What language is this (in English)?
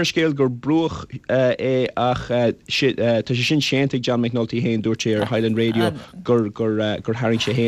Irish